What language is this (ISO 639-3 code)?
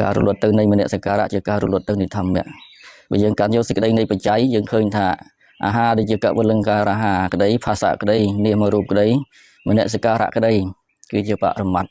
khm